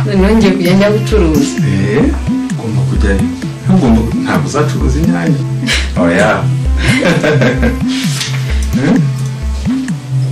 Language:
Kinyarwanda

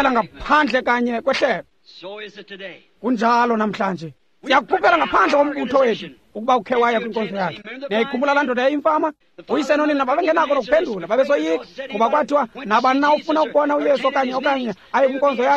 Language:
Xhosa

